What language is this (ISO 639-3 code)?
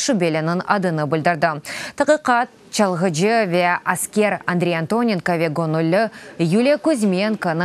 crh